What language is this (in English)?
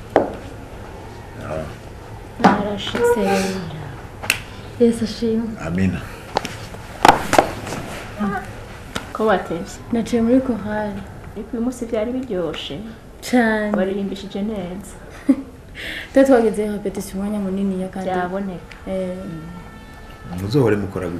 Rundi